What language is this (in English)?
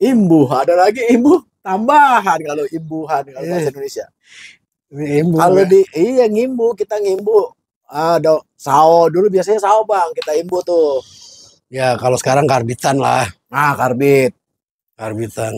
Betawi